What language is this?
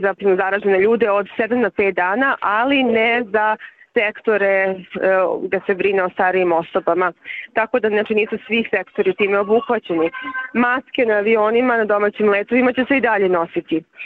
Serbian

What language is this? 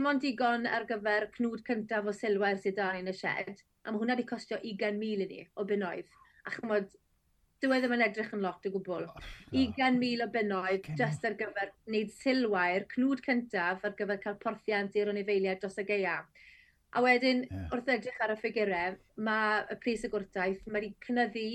Welsh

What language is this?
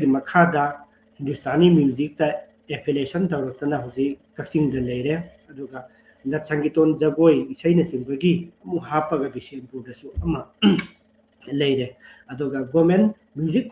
Manipuri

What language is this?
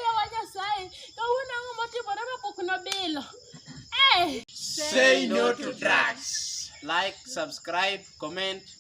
Luo (Kenya and Tanzania)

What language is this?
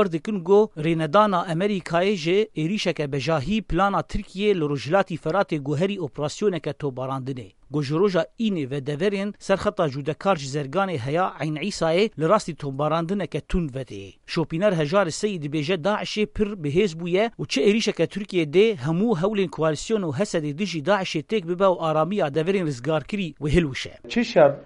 Kurdish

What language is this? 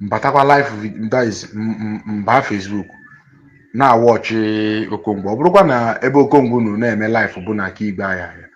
Igbo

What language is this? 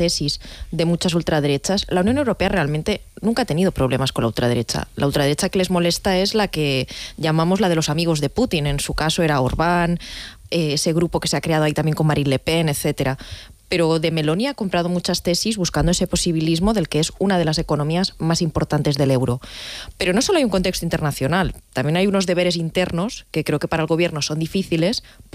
Spanish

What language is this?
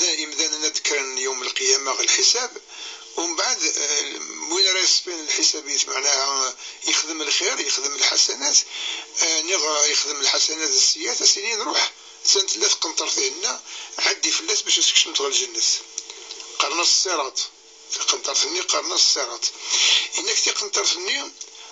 Kabyle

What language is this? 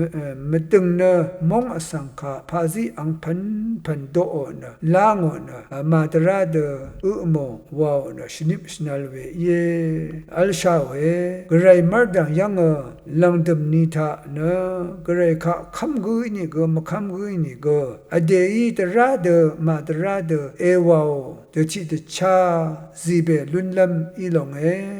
Rawang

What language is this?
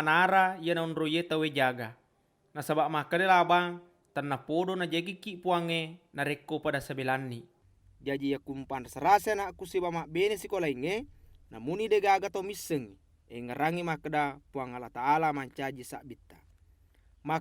Buginese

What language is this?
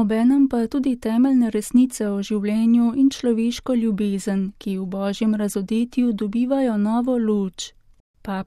Slovenian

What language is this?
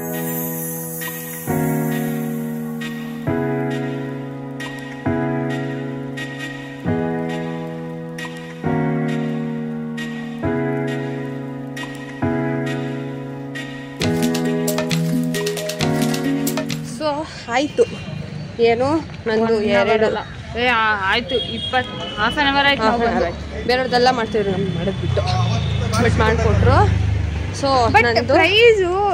Kannada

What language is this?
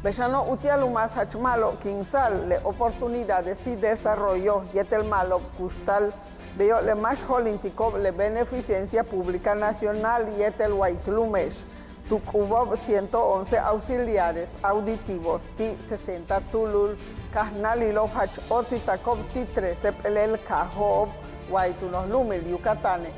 Yucateco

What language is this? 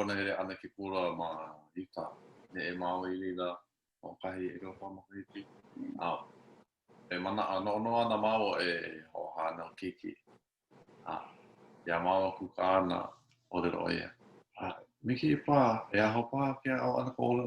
Hawaiian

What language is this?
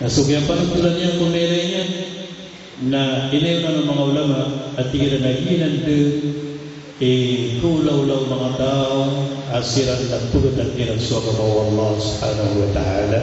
Maranao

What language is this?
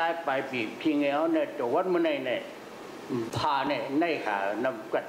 Shan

